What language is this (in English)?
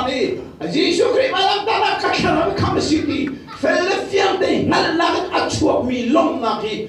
Hakha Chin